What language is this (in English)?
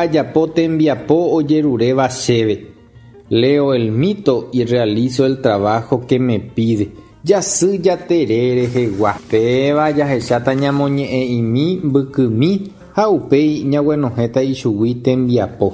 Guarani